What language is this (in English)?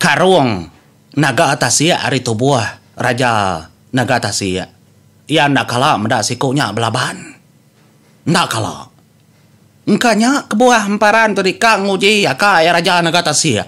Iban